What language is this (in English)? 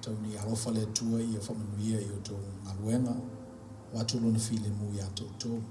Samoan